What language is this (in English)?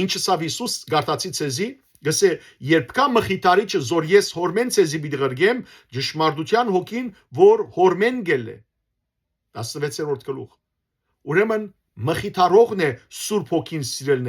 Western Armenian